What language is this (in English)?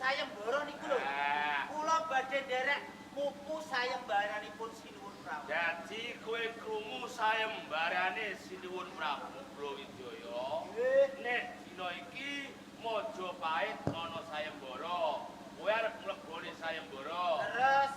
Javanese